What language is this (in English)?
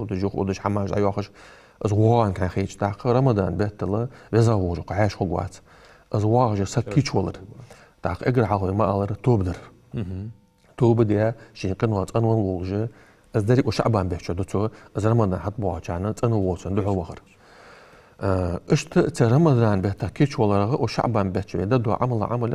Ingush